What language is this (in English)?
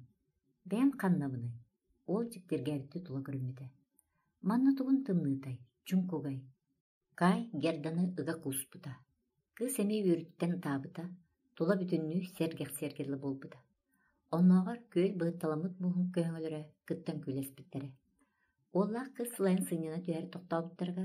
Yakut